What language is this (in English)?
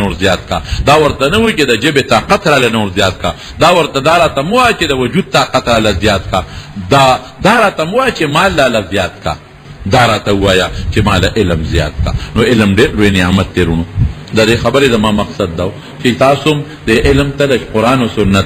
Pashto